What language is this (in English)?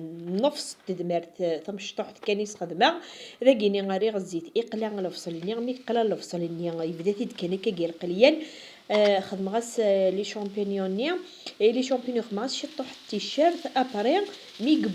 Kabyle